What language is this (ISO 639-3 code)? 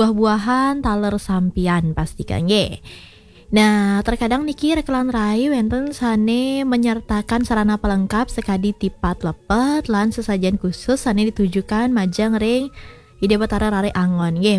ban